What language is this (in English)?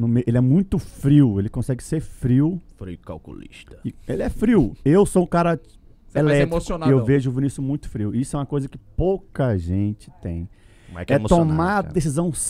Portuguese